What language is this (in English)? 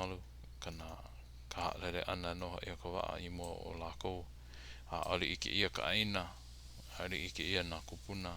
Hawaiian